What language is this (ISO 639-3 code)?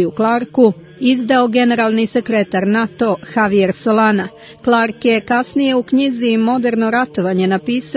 srp